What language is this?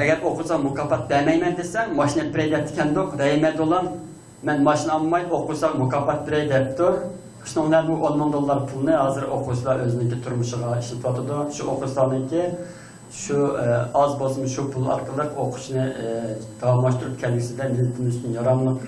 Uyghur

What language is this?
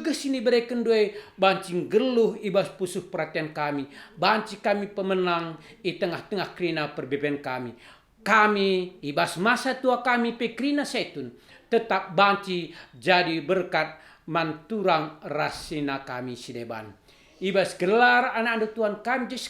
Batak Karo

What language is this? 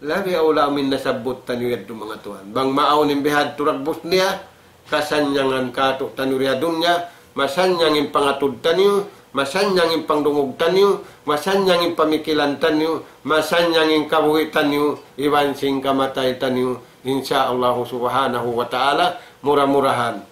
Tausug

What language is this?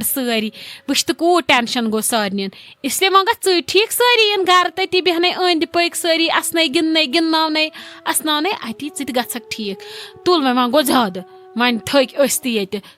Kashmiri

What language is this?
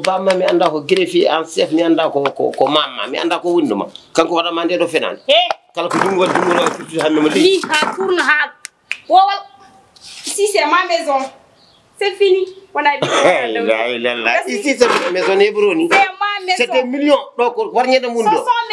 Fula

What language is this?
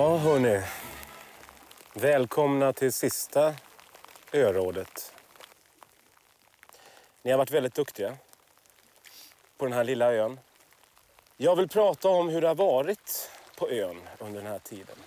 Swedish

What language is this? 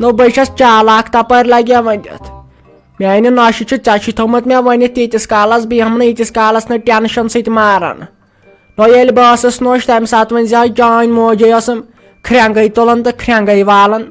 Kashmiri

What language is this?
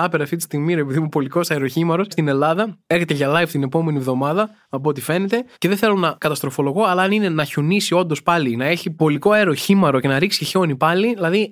Greek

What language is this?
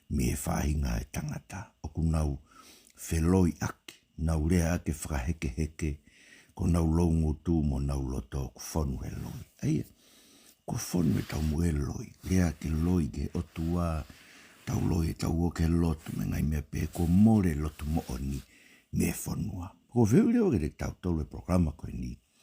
Tongan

